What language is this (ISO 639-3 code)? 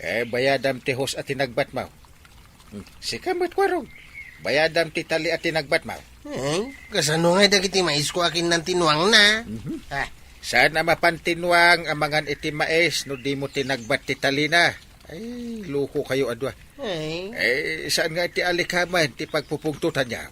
ilo